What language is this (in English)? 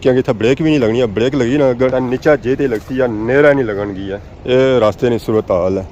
Pahari-Potwari